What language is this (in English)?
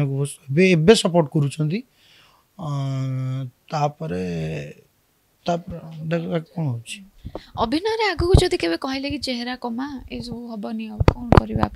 Odia